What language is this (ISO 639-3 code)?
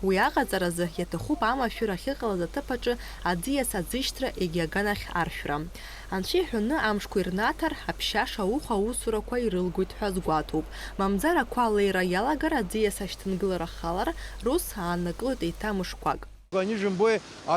abk